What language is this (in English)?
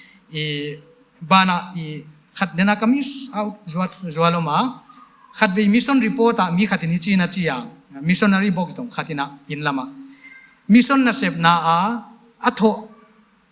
Paite Chin